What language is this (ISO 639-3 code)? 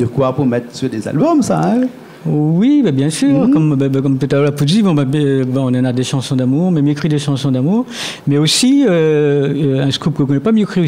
rcf